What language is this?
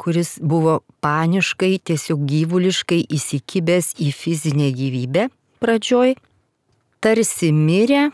Lithuanian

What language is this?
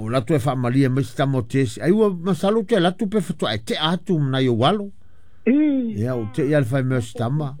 Samoan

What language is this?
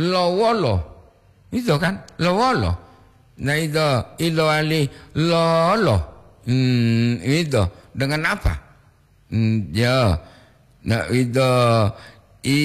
Gorontalo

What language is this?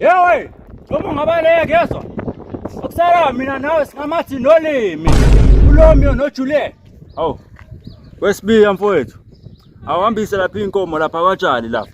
Zulu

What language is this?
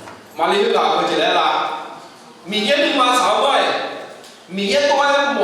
Akha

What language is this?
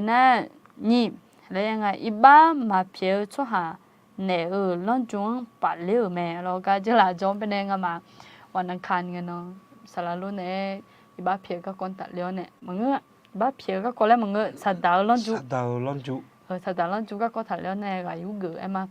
Akha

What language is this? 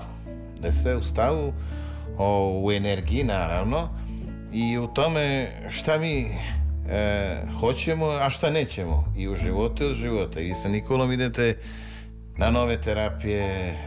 Serbian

